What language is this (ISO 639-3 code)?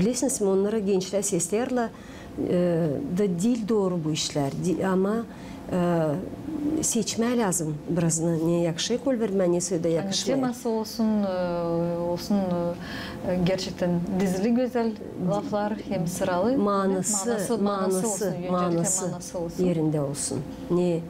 gag